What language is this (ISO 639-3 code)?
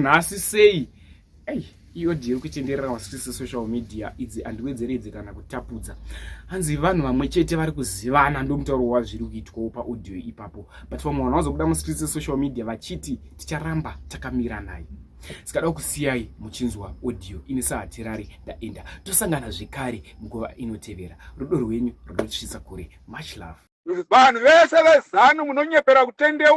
sna